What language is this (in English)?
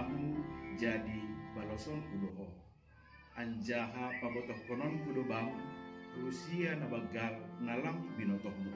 Batak Simalungun